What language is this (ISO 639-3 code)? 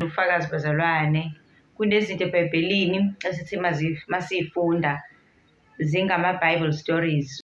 zul